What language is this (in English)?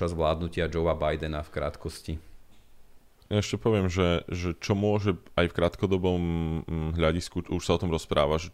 Slovak